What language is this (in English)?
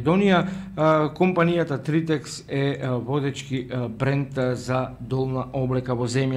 Macedonian